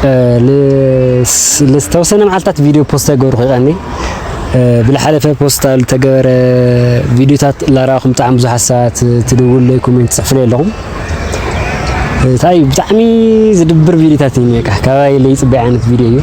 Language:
Tigrinya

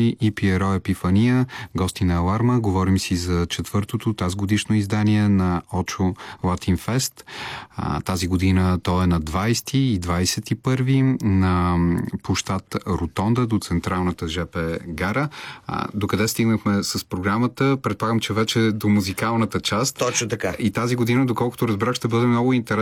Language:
Bulgarian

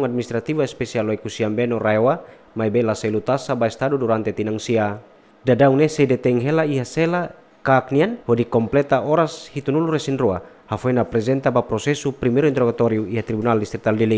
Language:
Tetum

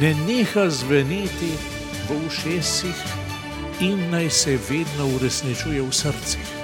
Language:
Slovenian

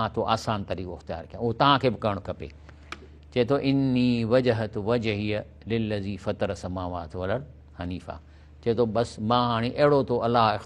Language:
Sindhi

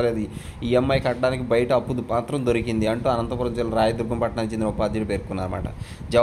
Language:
Telugu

